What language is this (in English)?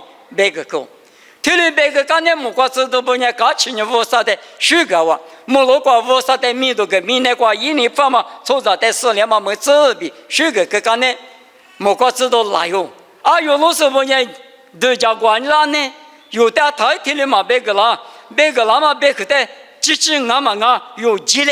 Lisu